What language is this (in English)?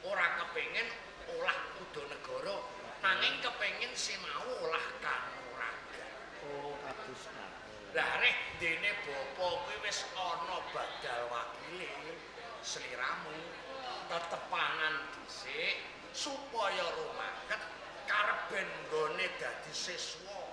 Javanese